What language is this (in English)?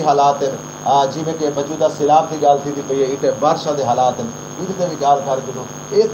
Saraiki